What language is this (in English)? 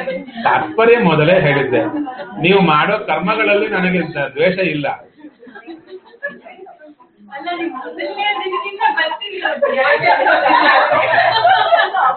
Kannada